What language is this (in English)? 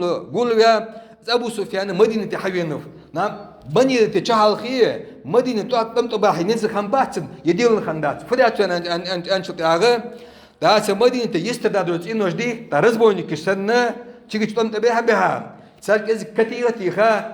Ingush